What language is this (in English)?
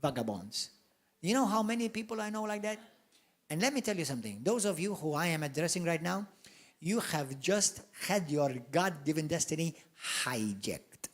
English